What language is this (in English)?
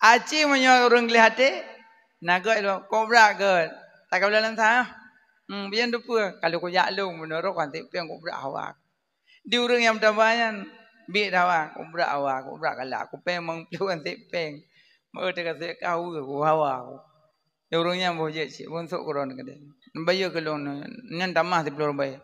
Achinese